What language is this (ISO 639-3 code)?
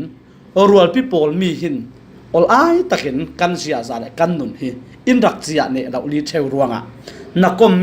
cfm